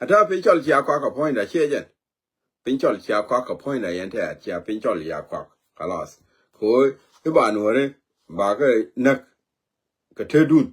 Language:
Nuer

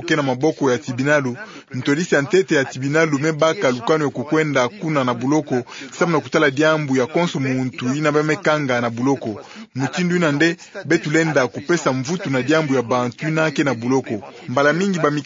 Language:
Kituba (Democratic Republic of Congo)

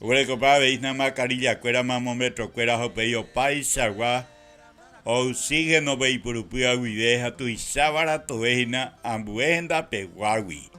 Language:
Guarani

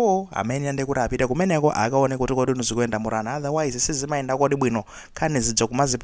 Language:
Nyanja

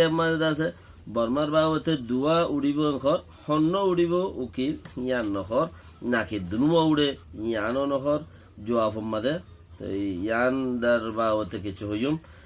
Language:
Rohingya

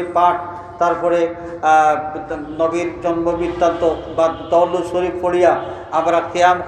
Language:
Sylheti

